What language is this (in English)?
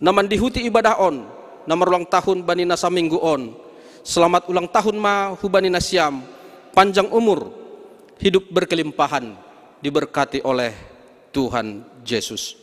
Batak Simalungun